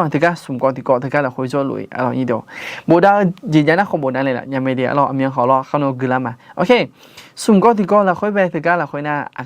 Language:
Akha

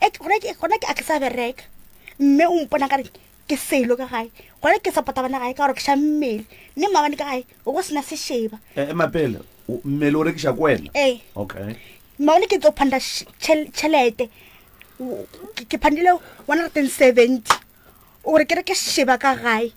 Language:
Northern Sotho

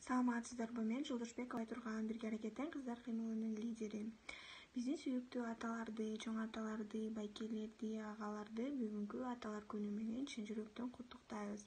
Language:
Kyrgyz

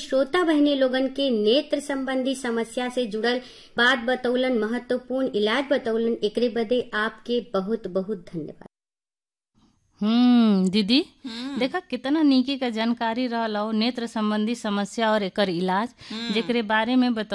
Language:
Bhojpuri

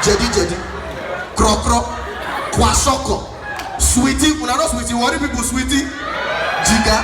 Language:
Nigerian Pidgin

